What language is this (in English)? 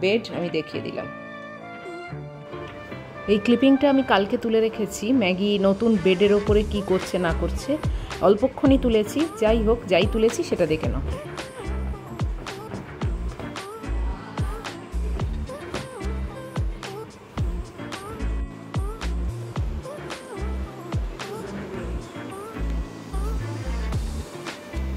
Bangla